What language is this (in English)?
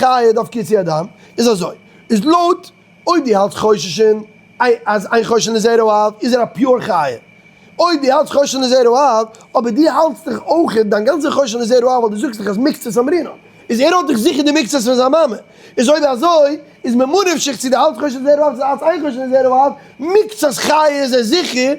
Yiddish